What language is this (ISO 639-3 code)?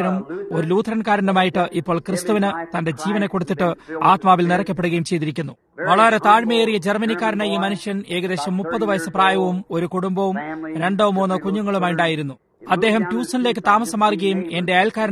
mal